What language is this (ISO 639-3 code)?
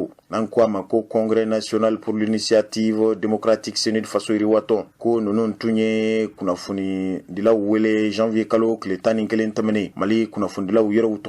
bam